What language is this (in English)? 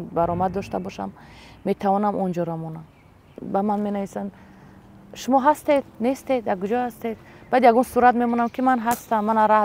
Tajik